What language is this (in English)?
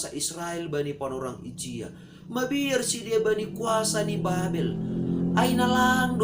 Batak Simalungun